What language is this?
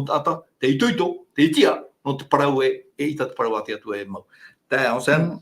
Tahitian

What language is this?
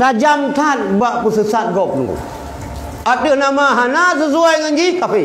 Achinese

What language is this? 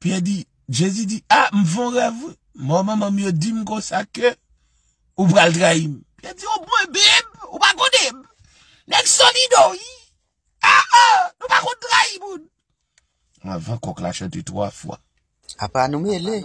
Haitian Creole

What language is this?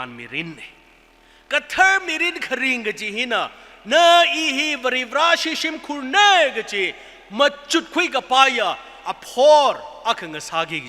Tangkhul Naga (India)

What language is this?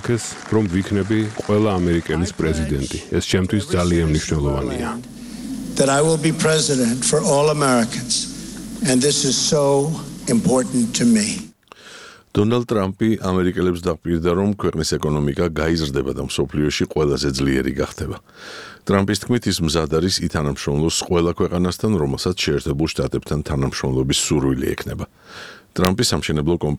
Georgian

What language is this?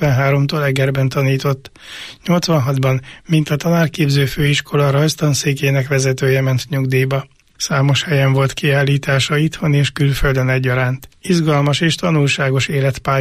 Hungarian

